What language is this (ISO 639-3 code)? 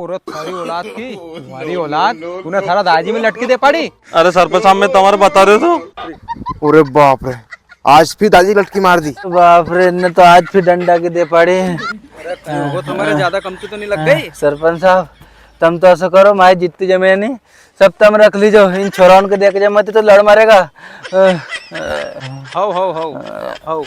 raj